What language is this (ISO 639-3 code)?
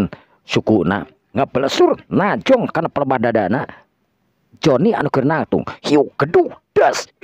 sun